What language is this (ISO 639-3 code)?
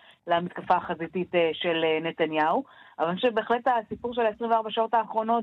heb